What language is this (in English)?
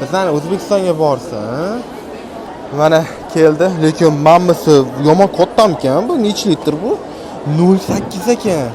Uzbek